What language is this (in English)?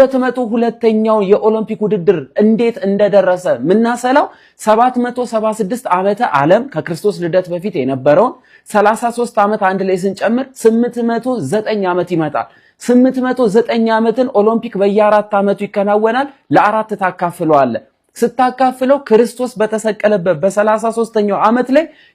Amharic